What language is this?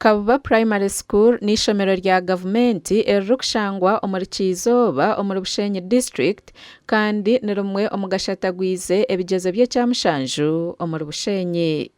Nyankole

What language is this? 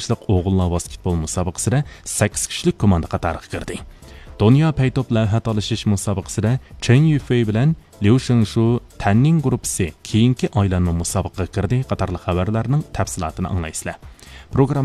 Uyghur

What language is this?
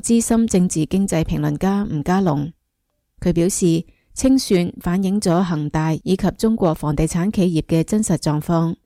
Cantonese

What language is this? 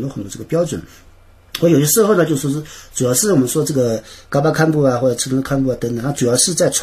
Chinese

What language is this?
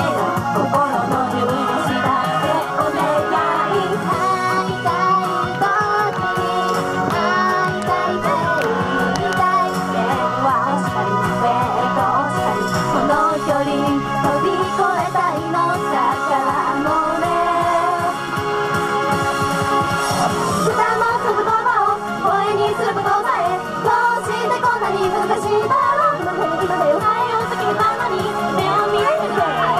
Japanese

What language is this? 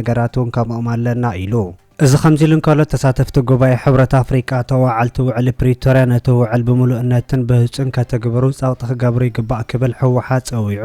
Tigrinya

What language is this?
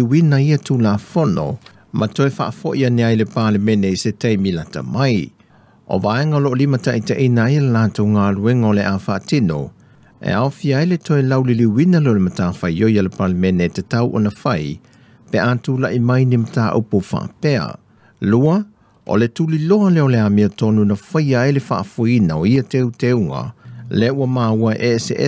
Samoan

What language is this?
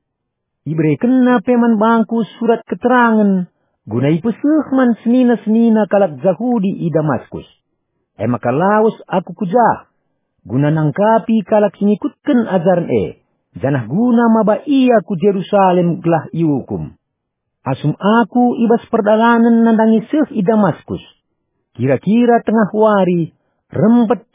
Batak Karo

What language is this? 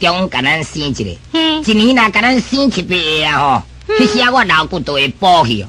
Min Nan Chinese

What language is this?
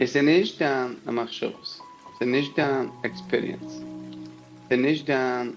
Yiddish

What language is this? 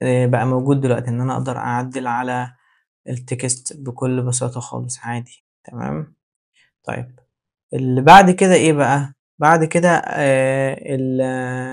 Egyptian Arabic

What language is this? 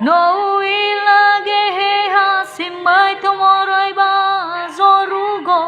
Nias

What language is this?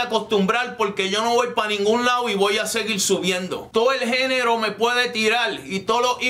Spanish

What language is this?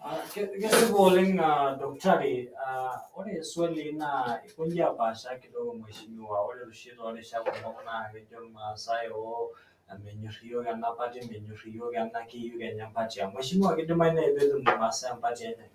Masai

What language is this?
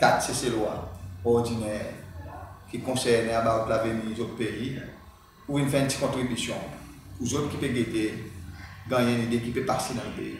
Seselwa Creole French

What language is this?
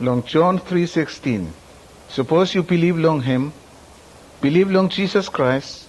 Bislama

